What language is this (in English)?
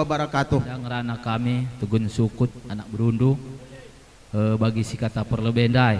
Batak Karo